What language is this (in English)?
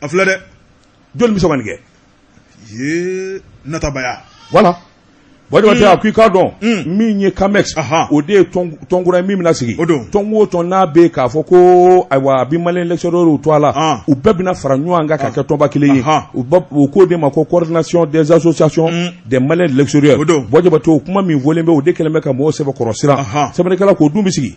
Bambara